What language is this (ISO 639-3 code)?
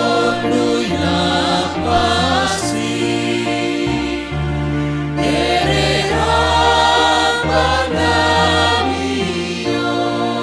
bts